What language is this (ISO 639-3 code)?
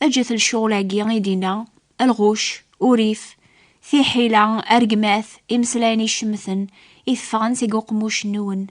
kab